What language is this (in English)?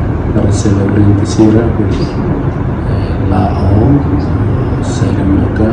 Tetum